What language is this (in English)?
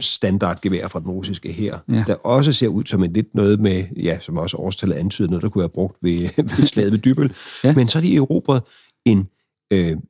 Danish